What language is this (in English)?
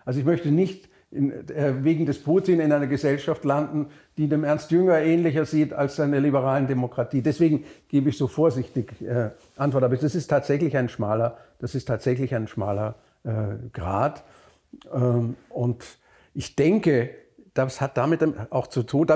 German